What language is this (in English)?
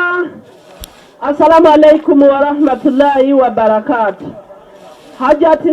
Ganda